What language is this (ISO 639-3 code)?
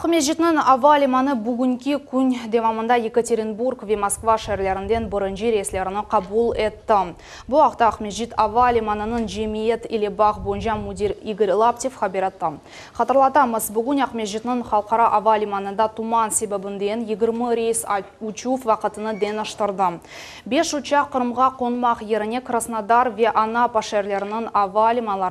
crh